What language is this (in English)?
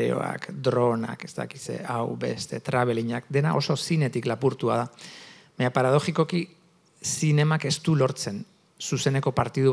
Basque